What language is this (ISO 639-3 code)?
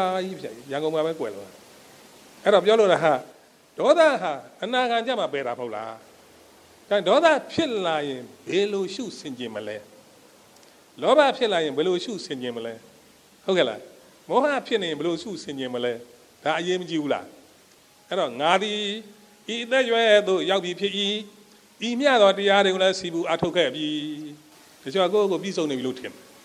mya